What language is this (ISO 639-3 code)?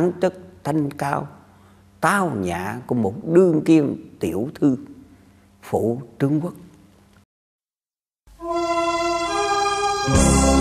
vie